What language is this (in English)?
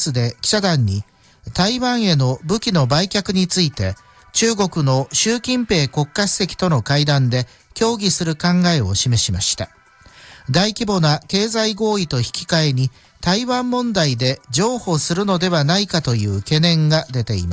Japanese